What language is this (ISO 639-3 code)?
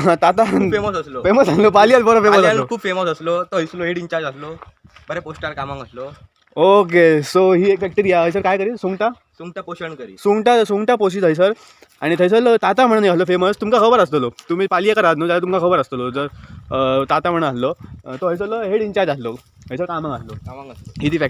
kok